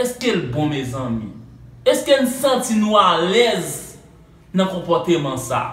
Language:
Haitian Creole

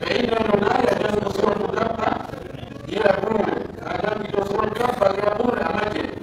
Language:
Pular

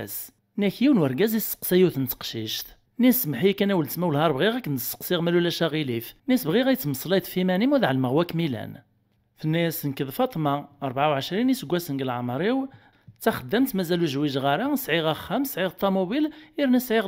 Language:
Kabyle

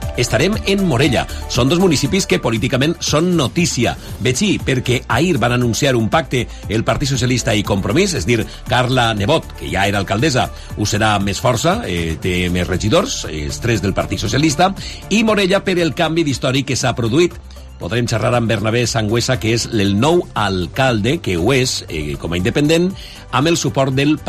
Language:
Catalan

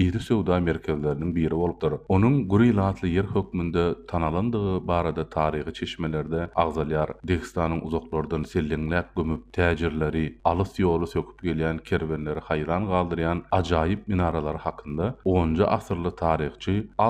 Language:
Turkmen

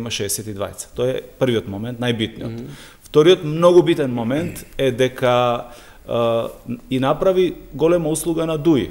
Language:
Macedonian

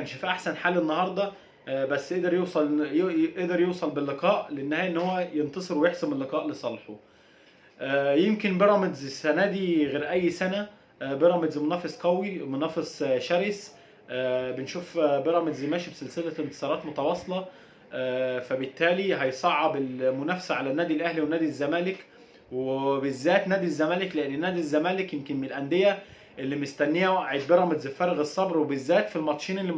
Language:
Egyptian Arabic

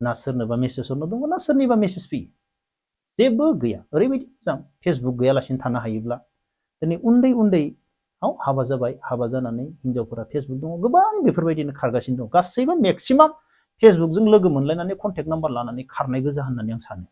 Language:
Bodo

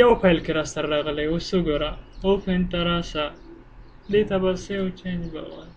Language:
Pashto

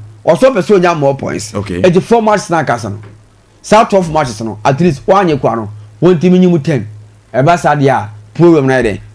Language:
Akan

